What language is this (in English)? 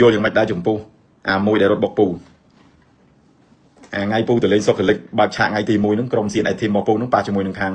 Khmer